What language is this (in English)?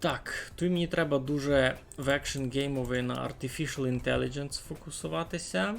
Rusyn